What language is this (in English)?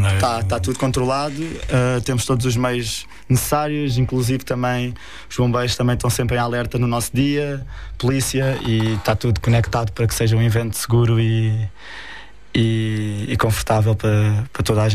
Portuguese